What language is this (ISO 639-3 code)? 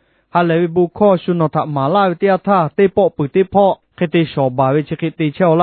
lhu